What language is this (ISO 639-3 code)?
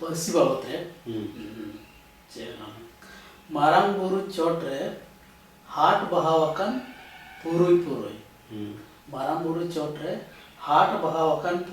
sat